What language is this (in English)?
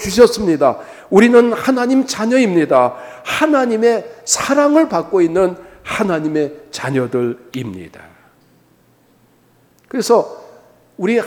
Korean